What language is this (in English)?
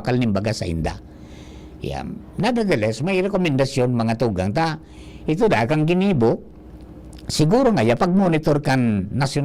Bikol